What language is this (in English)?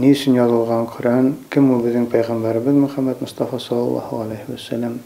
Bashkir